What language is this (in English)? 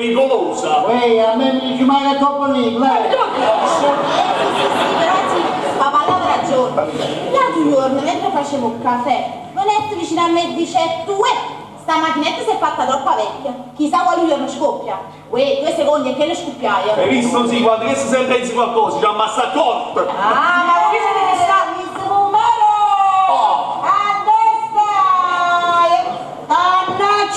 Neapolitan